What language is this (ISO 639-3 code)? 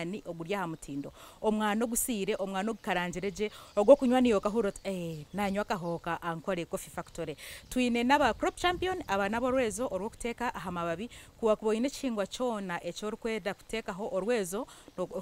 nyn